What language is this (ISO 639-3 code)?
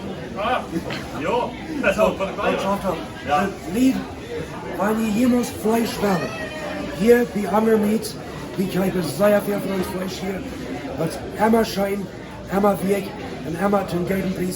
pdt